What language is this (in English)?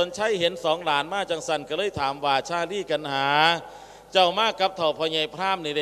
Lao